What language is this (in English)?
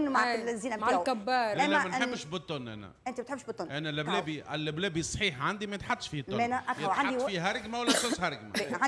Tunisian Arabic